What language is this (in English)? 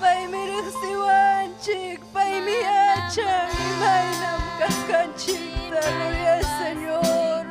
Ayacucho Quechua